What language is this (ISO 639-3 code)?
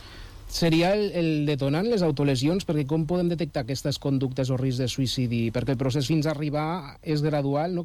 cat